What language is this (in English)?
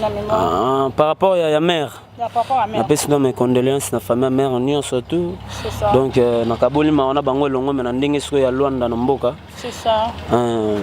Lingala